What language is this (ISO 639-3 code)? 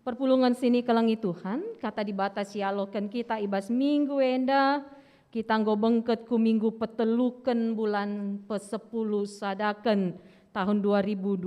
btx